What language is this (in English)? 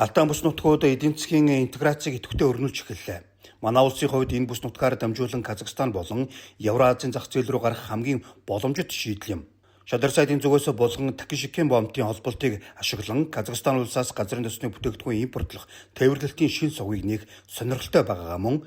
Mongolian